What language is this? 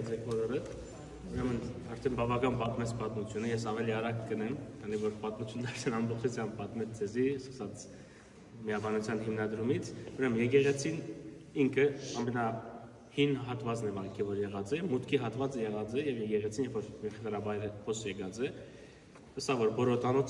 Western Armenian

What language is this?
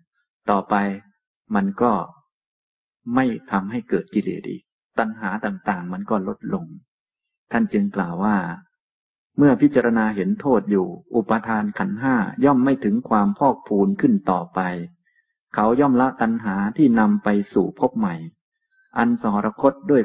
Thai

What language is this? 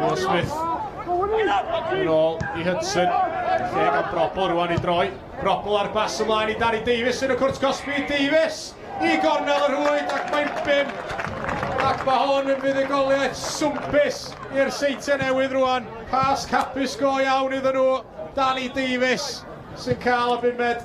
Welsh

